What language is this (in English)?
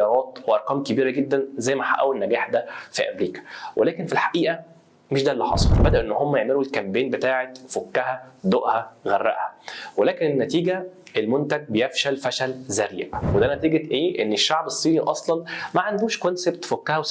Egyptian Arabic